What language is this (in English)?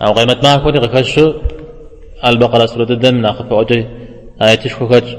Kabardian